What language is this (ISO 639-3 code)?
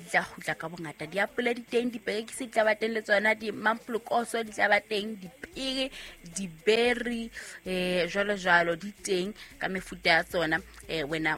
sot